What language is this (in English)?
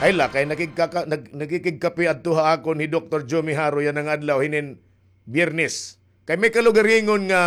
Waray